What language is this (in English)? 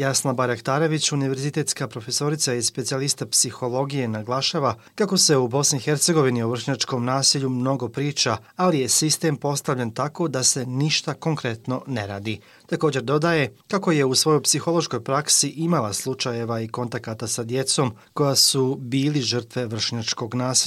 Bosnian